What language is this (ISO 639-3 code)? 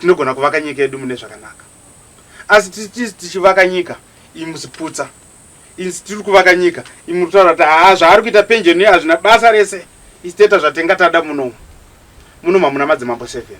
sna